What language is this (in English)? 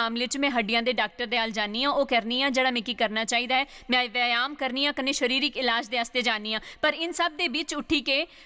Dogri